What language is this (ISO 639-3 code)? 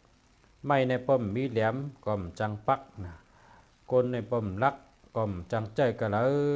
shn